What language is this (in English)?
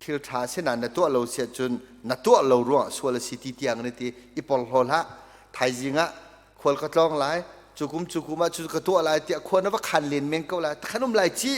Hakha Chin